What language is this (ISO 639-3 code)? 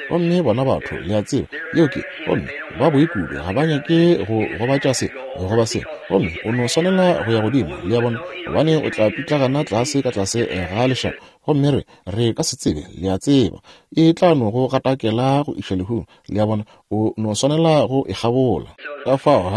nso